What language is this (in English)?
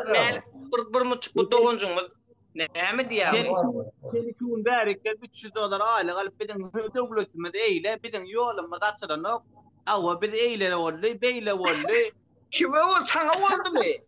Turkmen